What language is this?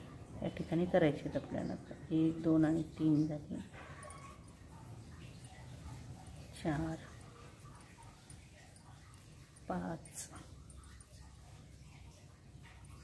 Marathi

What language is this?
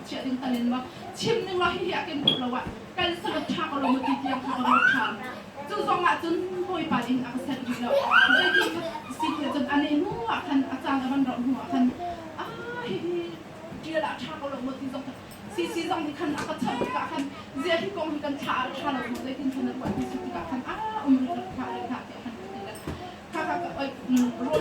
Hakha Chin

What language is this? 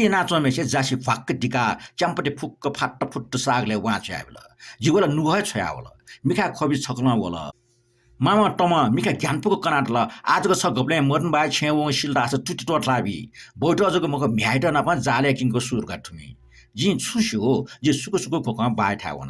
Newari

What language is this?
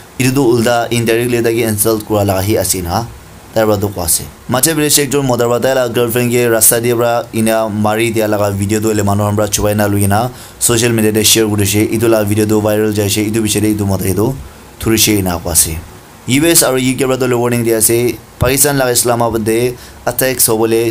Naga Pidgin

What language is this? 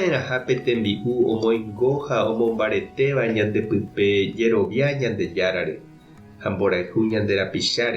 Guarani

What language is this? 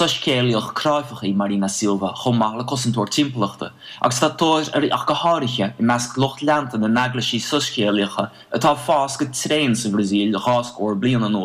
Irish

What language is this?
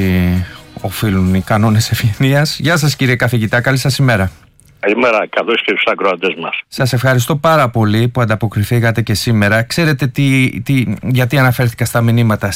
Greek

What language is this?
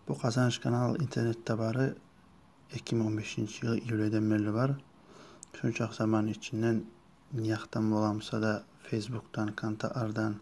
Kumyk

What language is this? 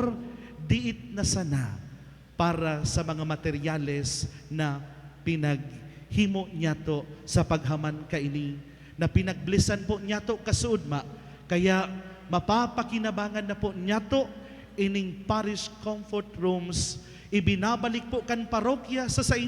Bikol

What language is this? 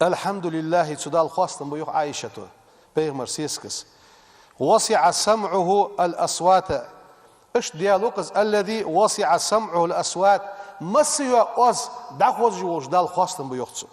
Ingush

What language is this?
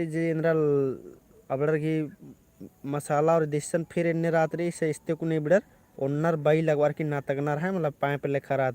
Kurukh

